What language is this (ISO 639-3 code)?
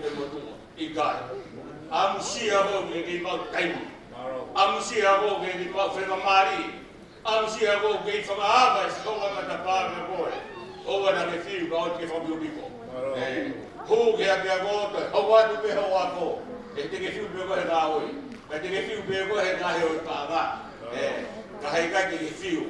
ton